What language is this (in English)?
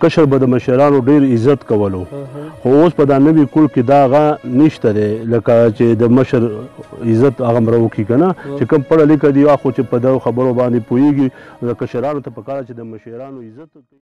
Pashto